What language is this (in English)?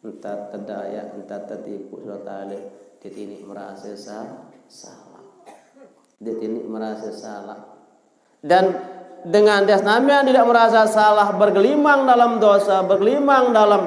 Sasak